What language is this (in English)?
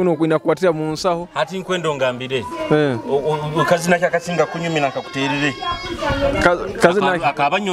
Nyoro